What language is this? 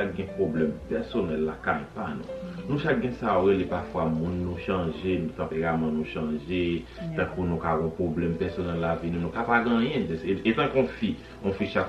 Haitian Creole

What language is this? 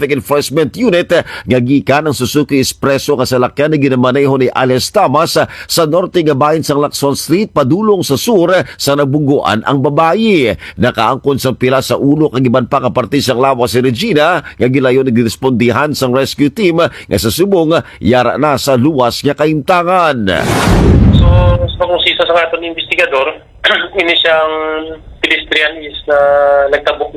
Hiligaynon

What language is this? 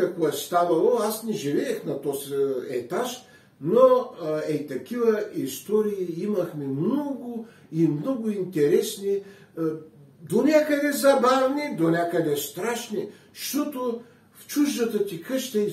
Bulgarian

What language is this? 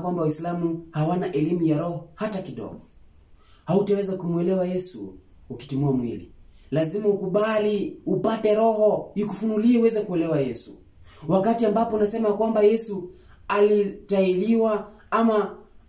Swahili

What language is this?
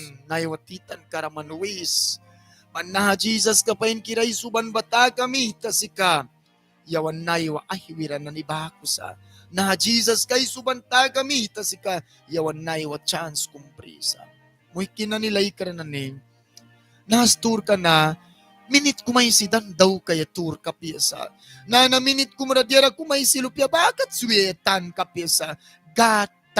Mískito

